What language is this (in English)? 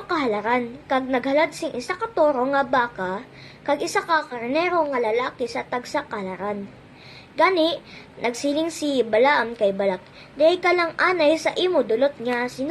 Hiligaynon